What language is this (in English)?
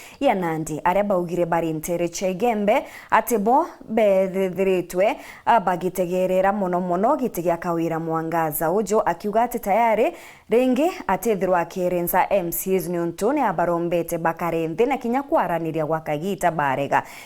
Meru